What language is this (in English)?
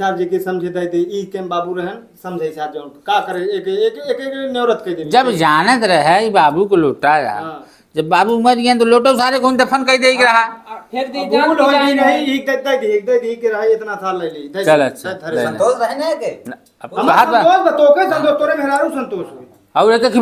Awadhi